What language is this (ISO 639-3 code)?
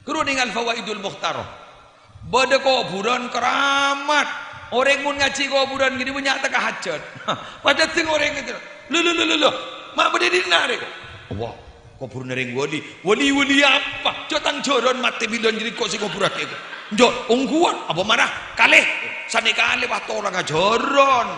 mad